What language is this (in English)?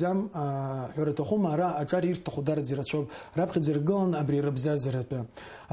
Abkhazian